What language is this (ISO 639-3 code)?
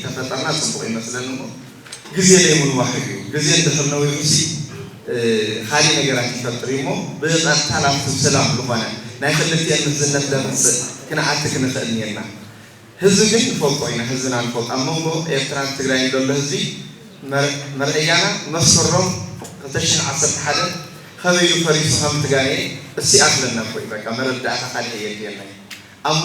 tir